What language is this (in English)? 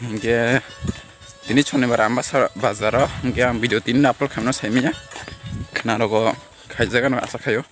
Kok Borok